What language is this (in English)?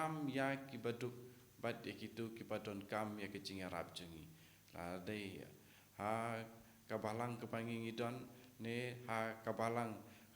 Khasi